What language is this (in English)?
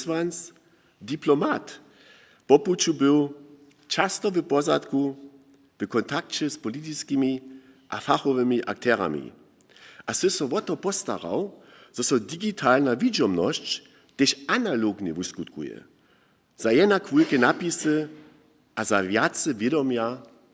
Upper Sorbian